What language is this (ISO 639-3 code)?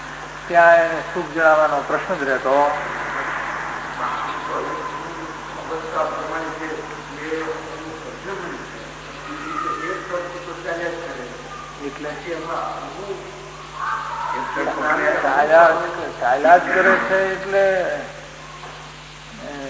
guj